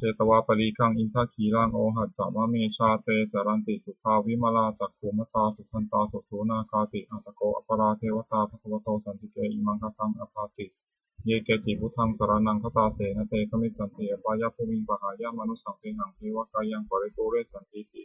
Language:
Pali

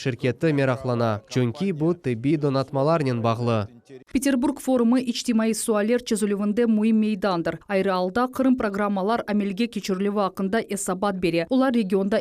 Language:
Crimean Tatar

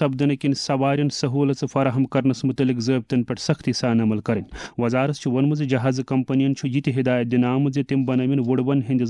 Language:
Kashmiri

